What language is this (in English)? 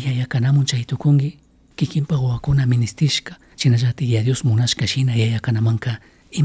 Chimborazo Highland Quichua